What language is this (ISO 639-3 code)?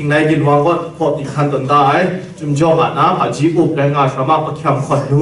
kac